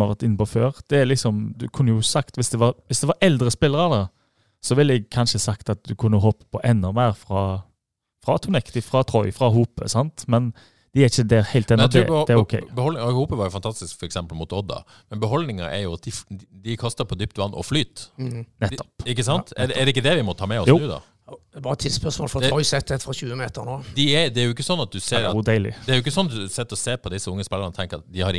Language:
Norwegian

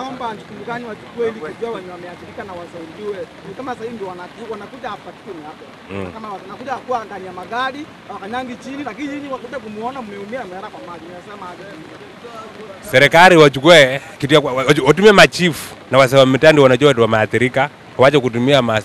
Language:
Swahili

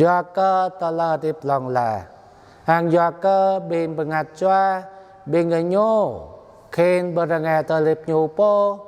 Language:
Jarai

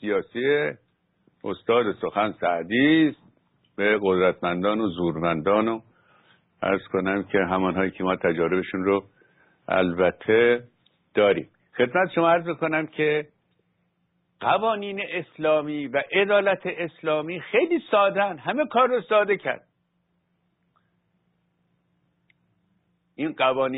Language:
Persian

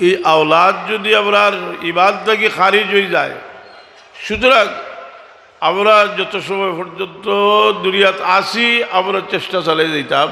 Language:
Sylheti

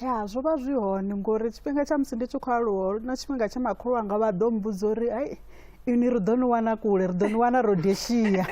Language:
Venda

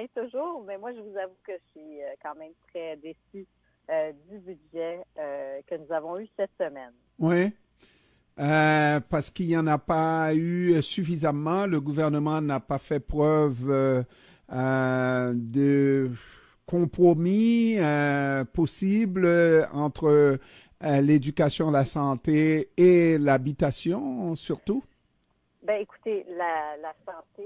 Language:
French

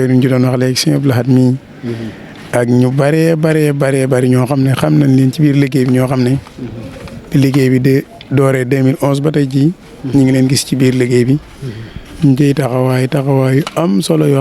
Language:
Wolof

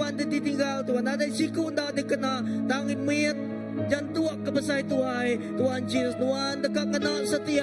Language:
Iban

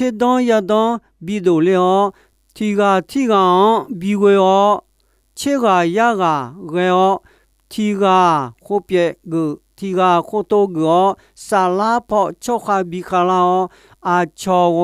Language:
Akha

